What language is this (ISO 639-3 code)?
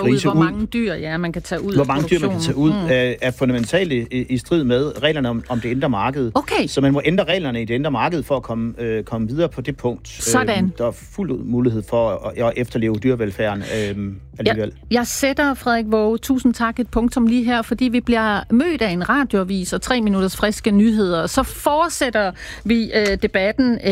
dan